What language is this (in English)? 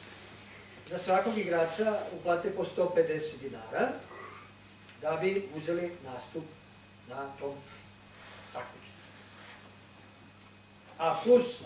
Serbian